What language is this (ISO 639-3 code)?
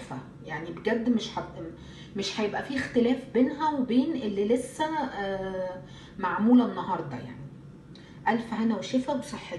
arz